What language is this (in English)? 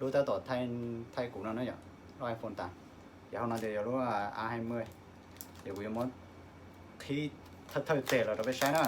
Hmong